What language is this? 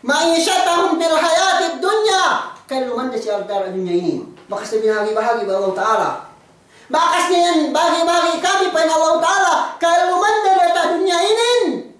Yakan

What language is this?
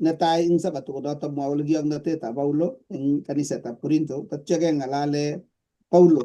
Kalenjin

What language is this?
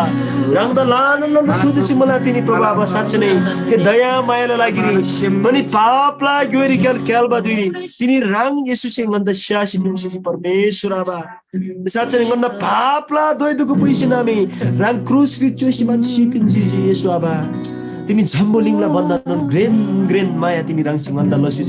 Eastern Tamang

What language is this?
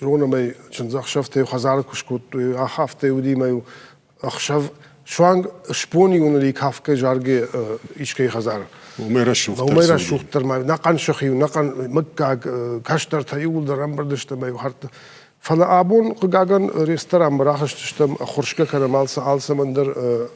Ossetic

